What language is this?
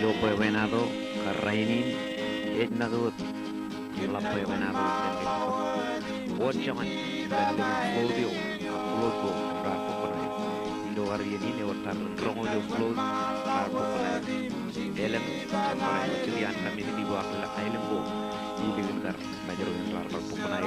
Marshallese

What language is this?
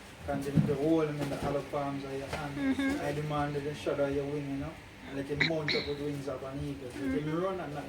Jamaican Creole English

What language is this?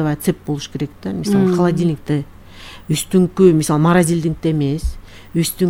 Kyrgyz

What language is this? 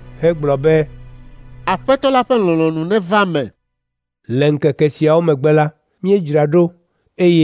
Ewe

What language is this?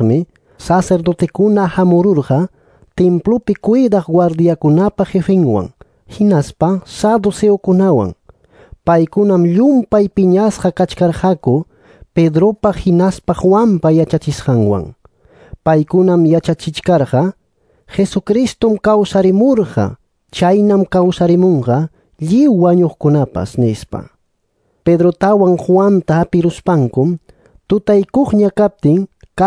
Quechua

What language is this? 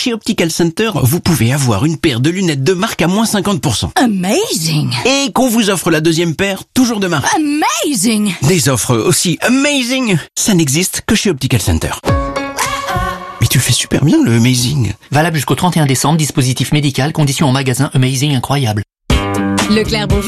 French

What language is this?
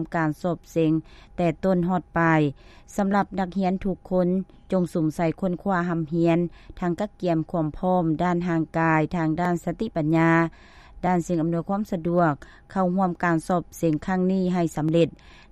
Lao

